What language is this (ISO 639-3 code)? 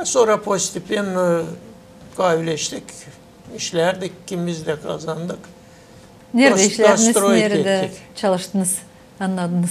gag